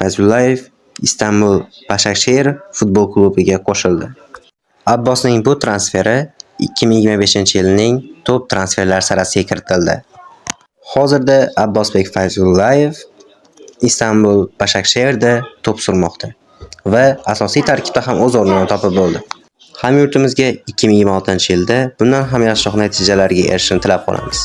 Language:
Uzbek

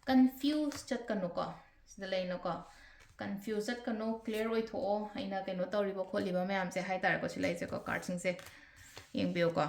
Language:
Manipuri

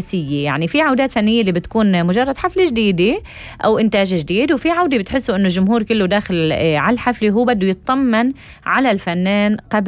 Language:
North Levantine Arabic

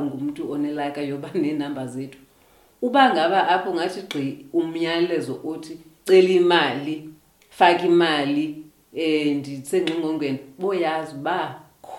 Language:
Xhosa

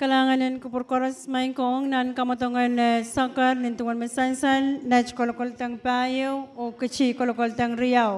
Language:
Pohnpeian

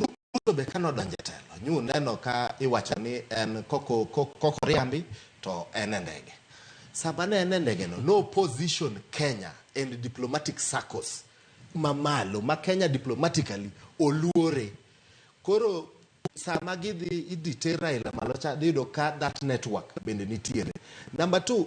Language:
Luo (Kenya and Tanzania)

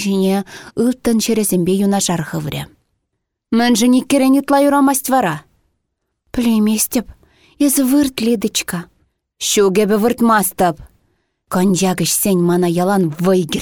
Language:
Chuvash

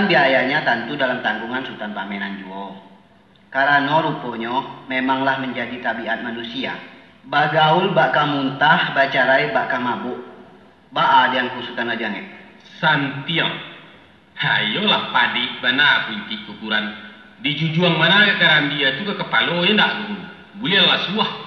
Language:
Minangkabau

